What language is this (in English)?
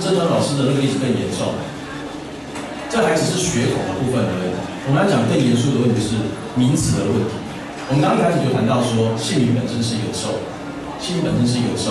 Chinese